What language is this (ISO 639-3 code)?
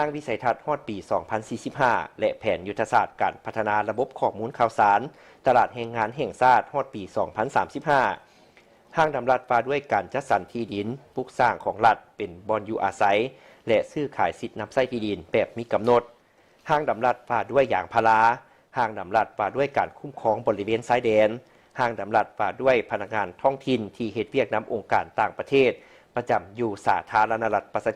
lao